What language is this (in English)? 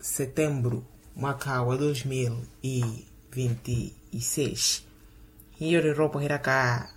Makhuwa